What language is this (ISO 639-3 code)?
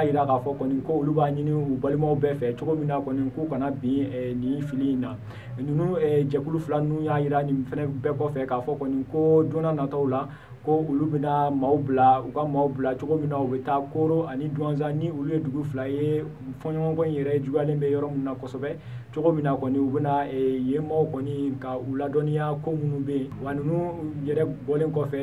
bam